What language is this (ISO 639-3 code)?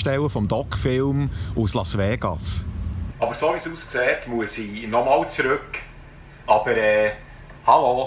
gsw